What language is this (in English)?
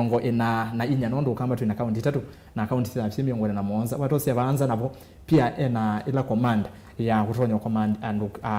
Kamba